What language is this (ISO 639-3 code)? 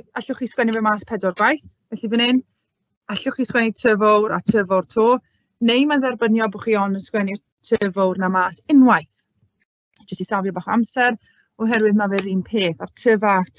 cym